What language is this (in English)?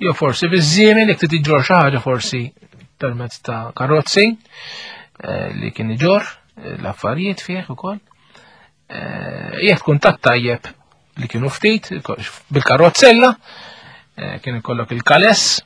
Maltese